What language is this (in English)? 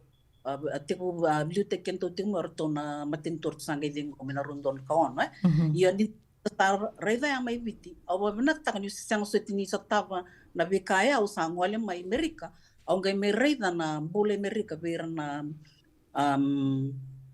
Fijian